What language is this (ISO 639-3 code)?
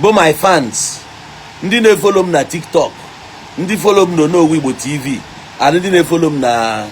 ibo